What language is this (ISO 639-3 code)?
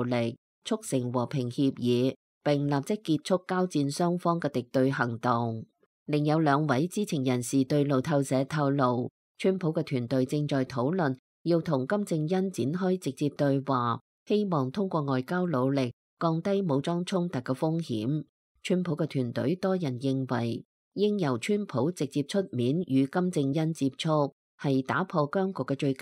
yue